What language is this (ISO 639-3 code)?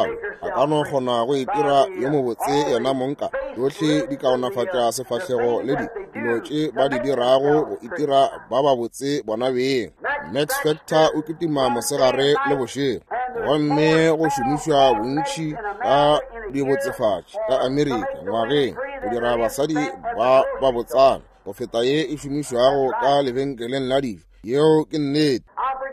nso